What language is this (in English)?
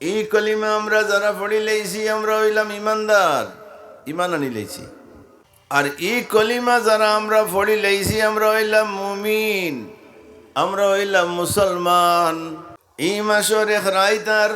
Sylheti